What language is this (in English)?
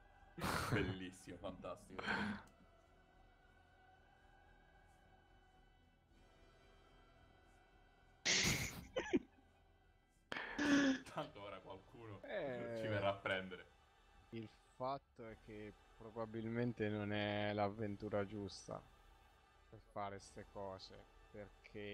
Italian